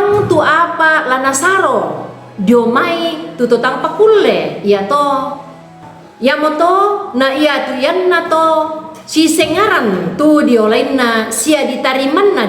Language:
Toraja-Sa'dan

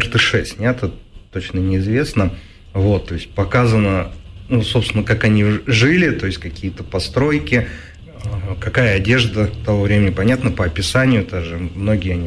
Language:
Russian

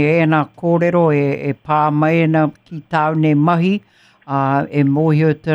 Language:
Māori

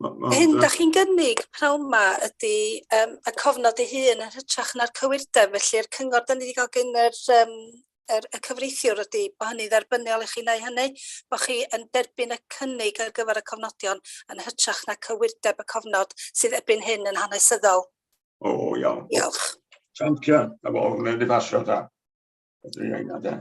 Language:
Welsh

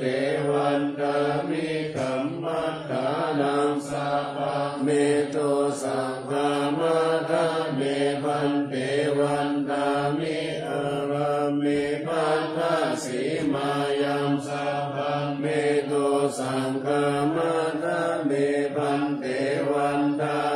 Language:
Pali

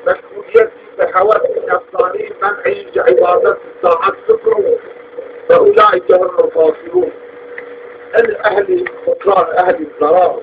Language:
Zaza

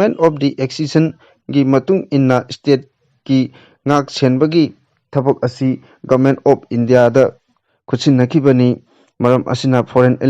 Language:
Manipuri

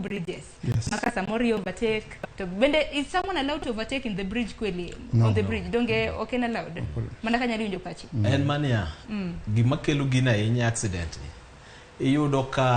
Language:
Luo (Kenya and Tanzania)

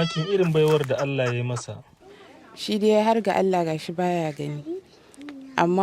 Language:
Hausa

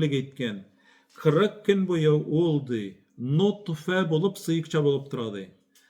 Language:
Tatar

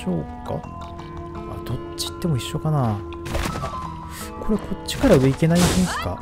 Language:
Japanese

